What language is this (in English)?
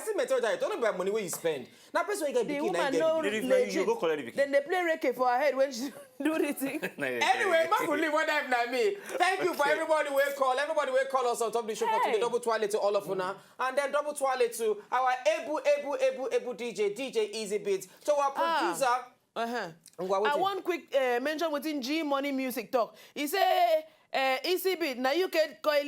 Nigerian Pidgin